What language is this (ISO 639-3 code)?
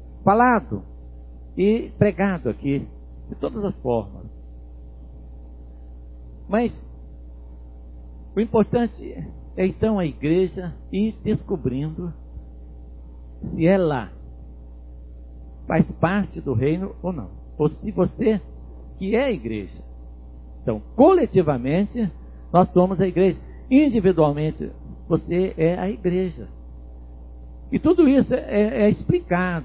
por